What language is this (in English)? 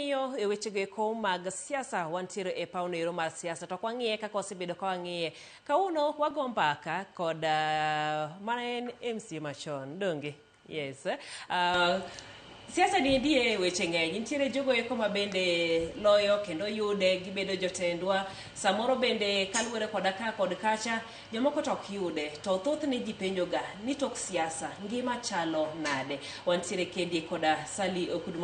Luo (Kenya and Tanzania)